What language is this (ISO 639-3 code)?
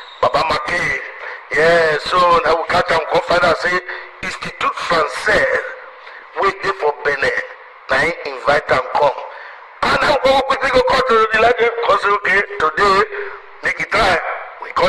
pcm